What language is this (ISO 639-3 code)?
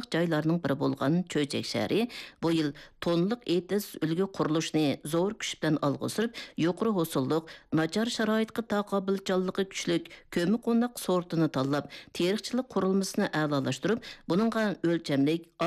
uig